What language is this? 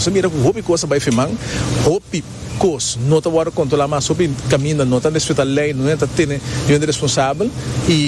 Papiamento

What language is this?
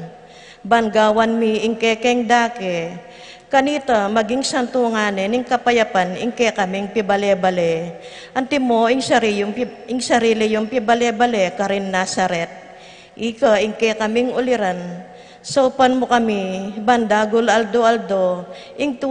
Pampanga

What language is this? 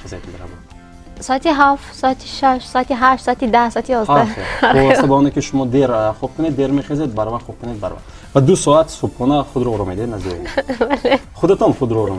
Tajik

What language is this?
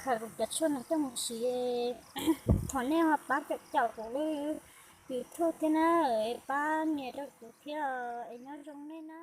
Hmong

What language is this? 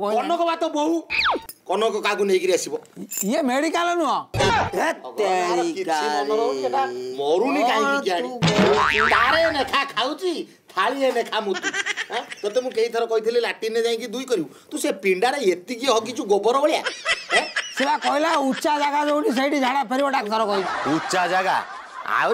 Odia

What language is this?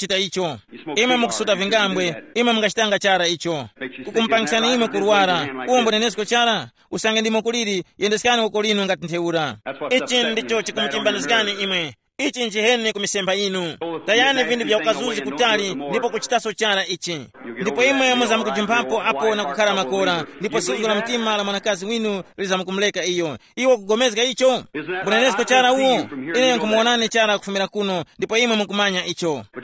Tumbuka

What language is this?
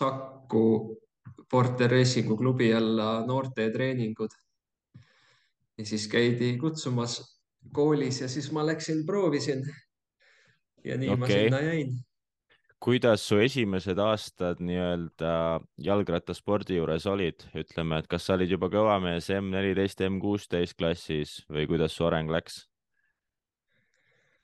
Estonian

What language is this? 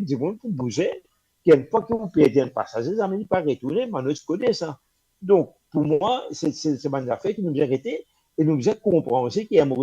Morisyen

